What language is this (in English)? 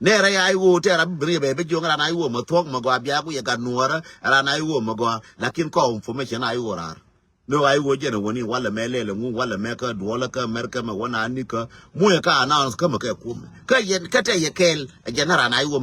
Nuer